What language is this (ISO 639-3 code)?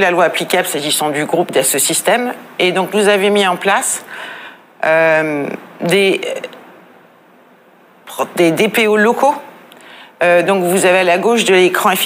fra